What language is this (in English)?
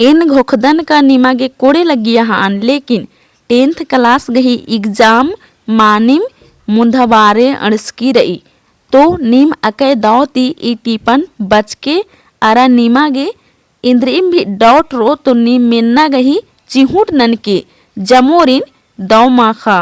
Kurukh